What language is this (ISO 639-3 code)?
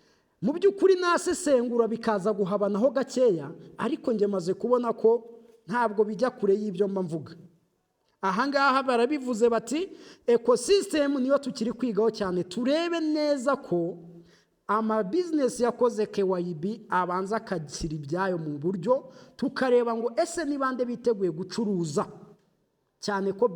kin